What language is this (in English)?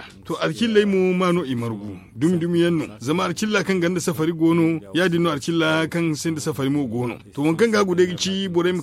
Zarma